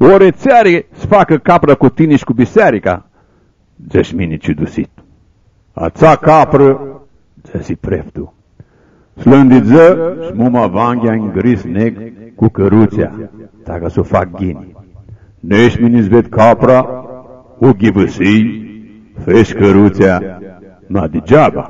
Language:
Aromanian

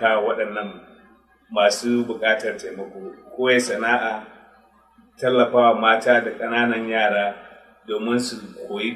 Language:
Hausa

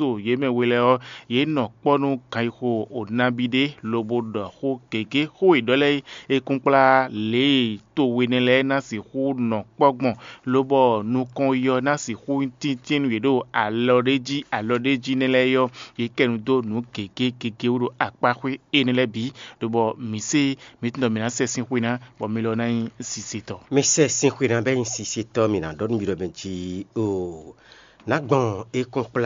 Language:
Fon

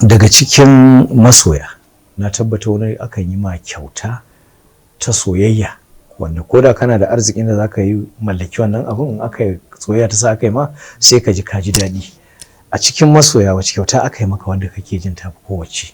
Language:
Hausa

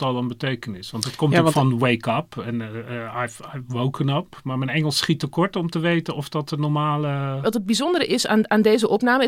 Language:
Dutch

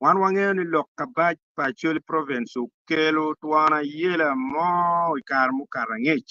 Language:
Acoli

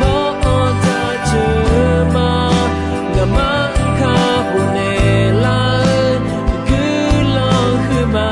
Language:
Akha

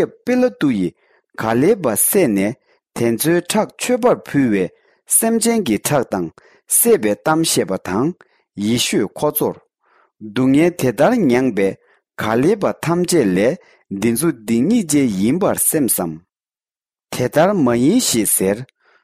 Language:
Tibetan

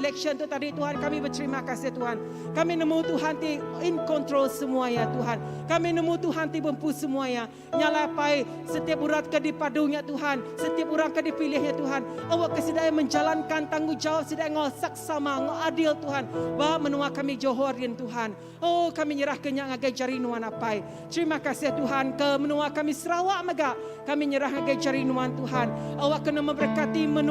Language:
Iban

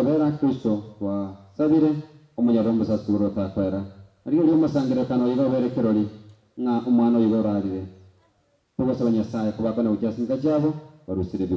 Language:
Gusii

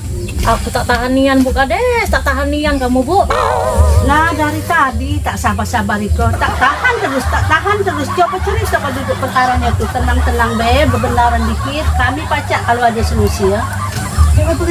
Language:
Musi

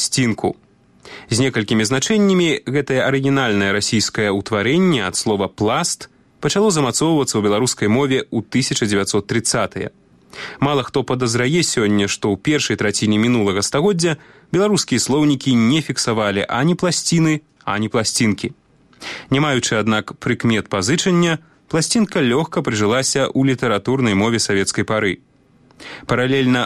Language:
Belarusian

